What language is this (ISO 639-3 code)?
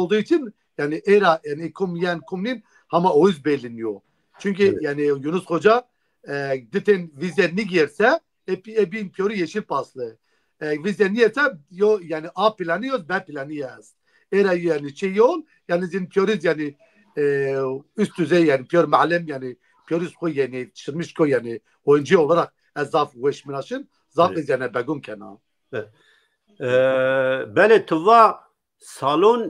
zza